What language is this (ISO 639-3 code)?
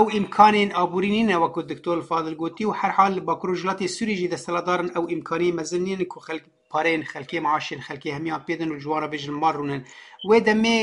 kur